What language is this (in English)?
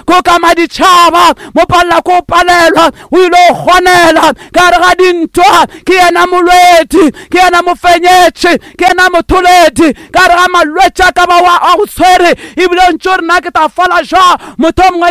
Northern Sotho